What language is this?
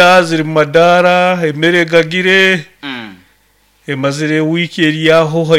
Nyoro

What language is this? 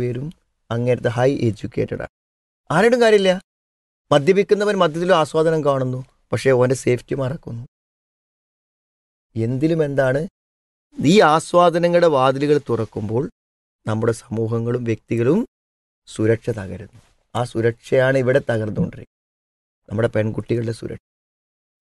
Malayalam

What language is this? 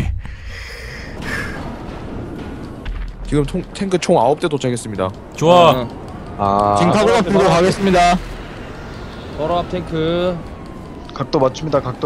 Korean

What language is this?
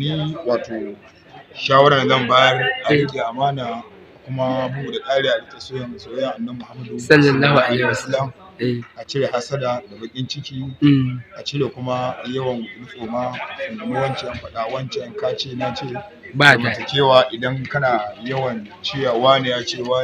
Hausa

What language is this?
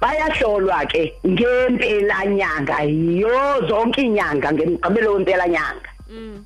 Xhosa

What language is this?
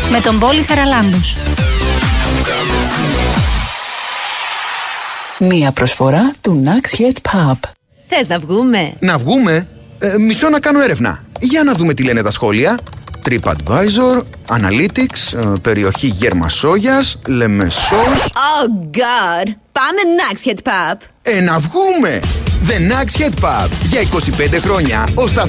Greek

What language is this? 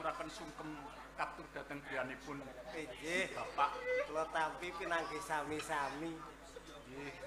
Javanese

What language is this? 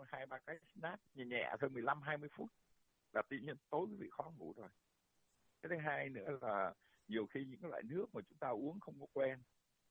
Vietnamese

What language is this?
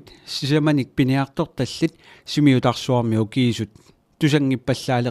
Kalaallisut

